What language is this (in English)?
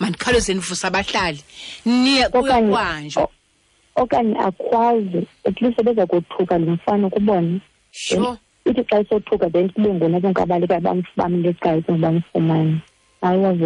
Xhosa